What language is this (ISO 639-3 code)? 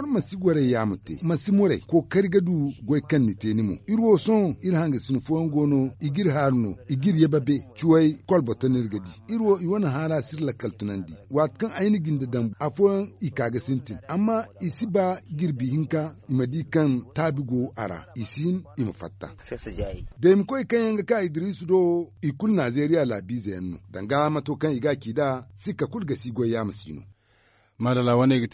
dje